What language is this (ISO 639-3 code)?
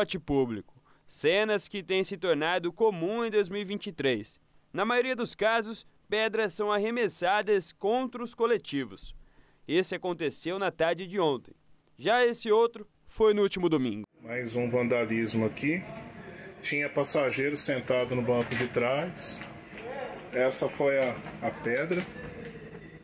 por